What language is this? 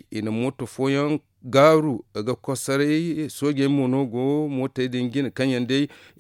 Zarma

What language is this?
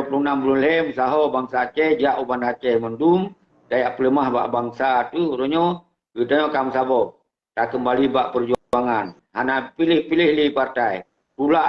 Achinese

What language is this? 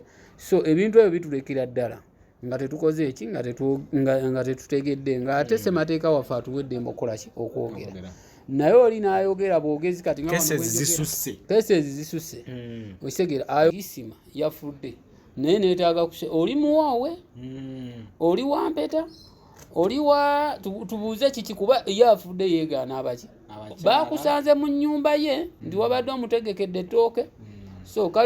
Ganda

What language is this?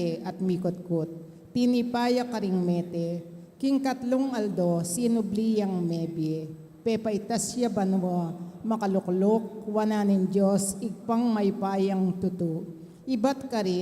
Pampanga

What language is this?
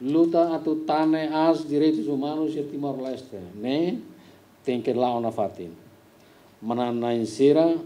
Tetum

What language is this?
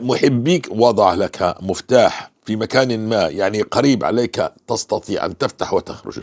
North Levantine Arabic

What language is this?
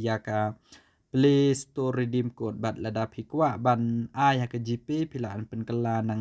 Khasi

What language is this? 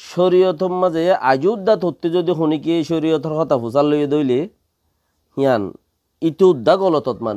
Rohingya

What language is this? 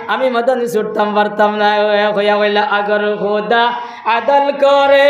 Sylheti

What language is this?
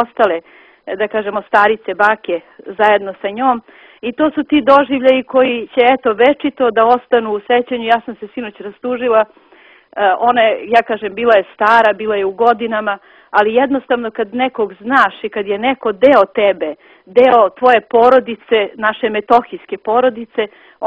Serbian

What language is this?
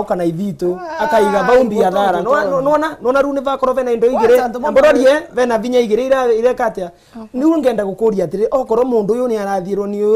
Meru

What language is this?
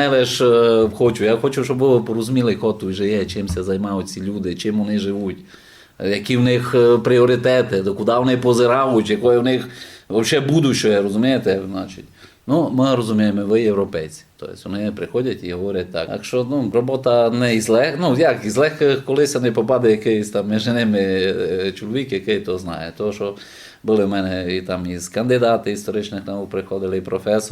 Rusyn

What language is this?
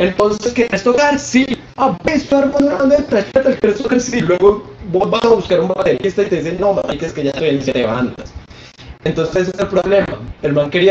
Spanish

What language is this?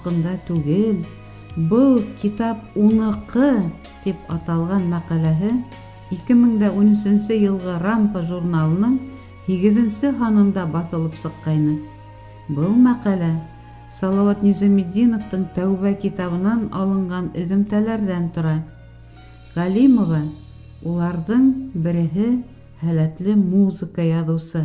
Bashkir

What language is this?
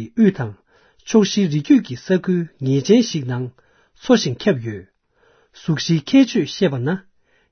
Tibetan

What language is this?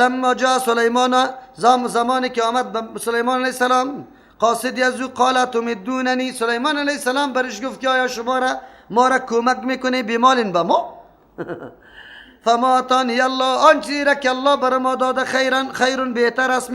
Persian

